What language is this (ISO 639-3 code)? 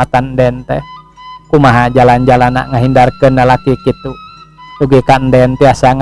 sun